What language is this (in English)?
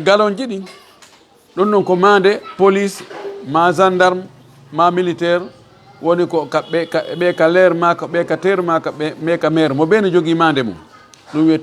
Fula